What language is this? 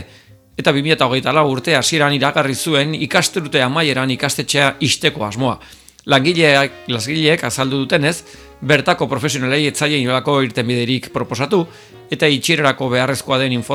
Basque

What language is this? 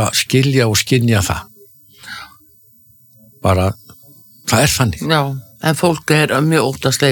Icelandic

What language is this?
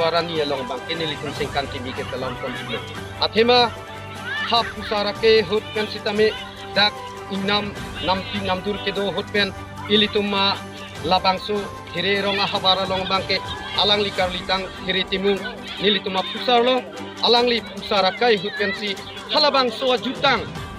Karbi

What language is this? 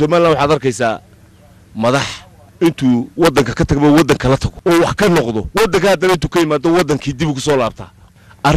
Somali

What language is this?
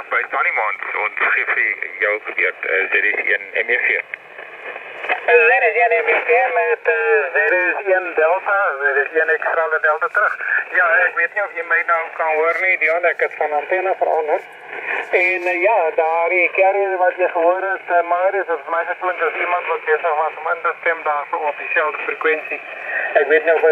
Afrikaans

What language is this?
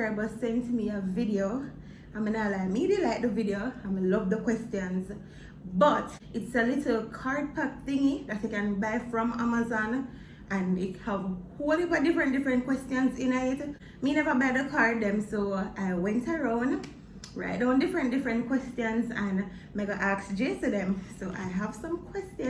Jamaican Creole English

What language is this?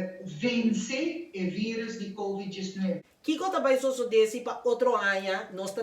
Papiamento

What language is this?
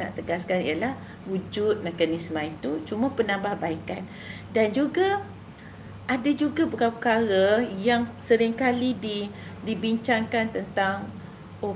Malay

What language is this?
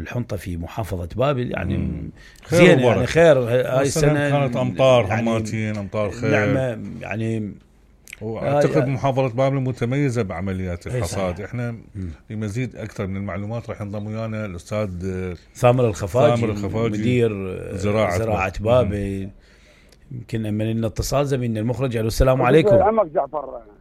Mesopotamian Arabic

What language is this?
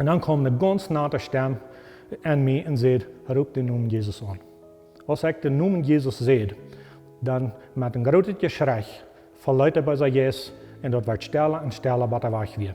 Plautdietsch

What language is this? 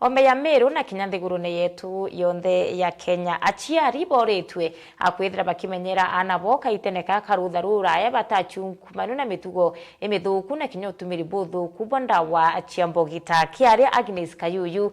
Meru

